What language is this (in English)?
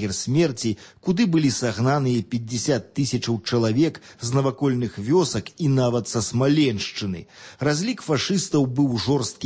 Belarusian